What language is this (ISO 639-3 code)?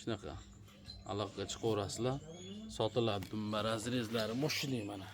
uzb